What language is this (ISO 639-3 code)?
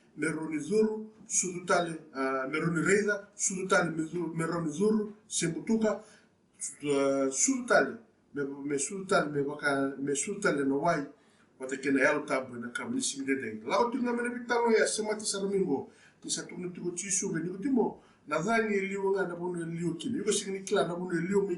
fij